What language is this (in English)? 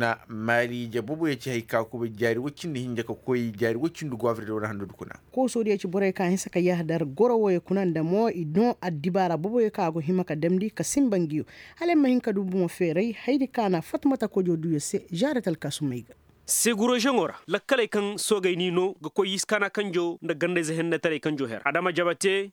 Koyraboro Senni